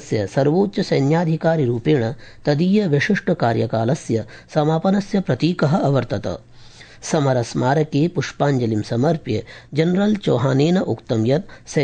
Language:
Sanskrit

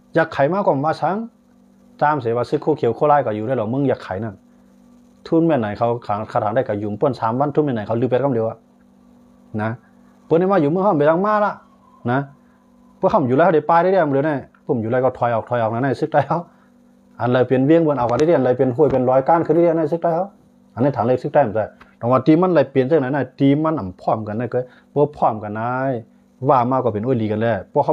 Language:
Shan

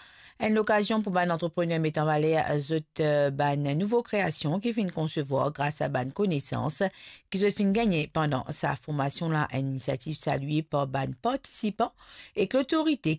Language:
Morisyen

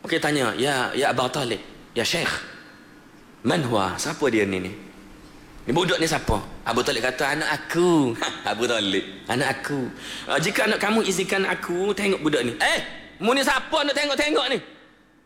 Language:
Malay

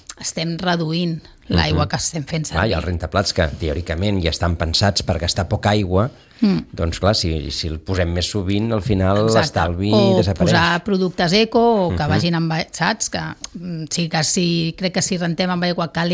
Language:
Catalan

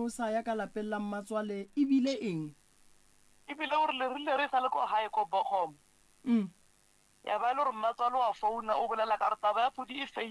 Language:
Northern Sotho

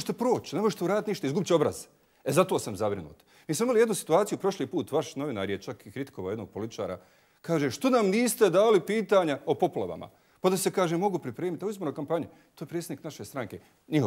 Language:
Bosnian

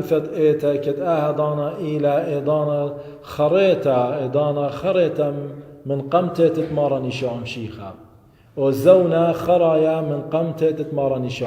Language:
Assyrian Neo-Aramaic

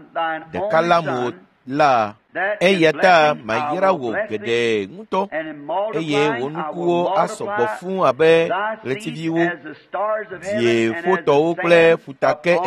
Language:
Ewe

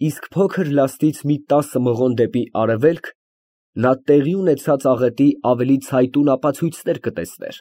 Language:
Armenian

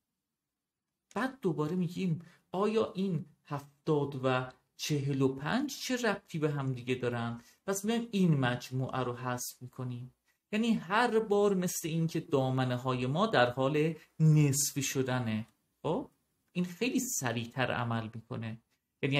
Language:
Persian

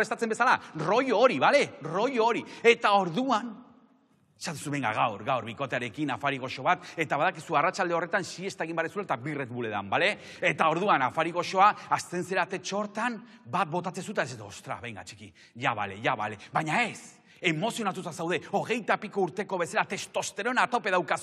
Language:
Basque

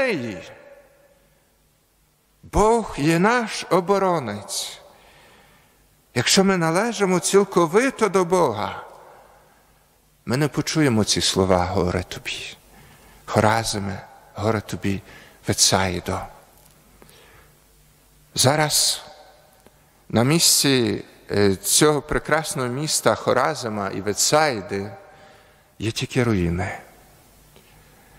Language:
Ukrainian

